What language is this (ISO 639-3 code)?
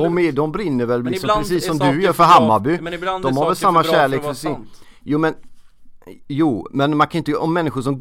swe